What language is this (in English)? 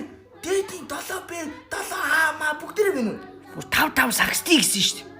Mongolian